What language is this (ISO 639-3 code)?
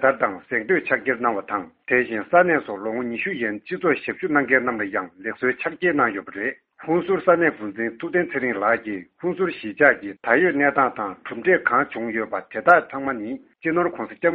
bod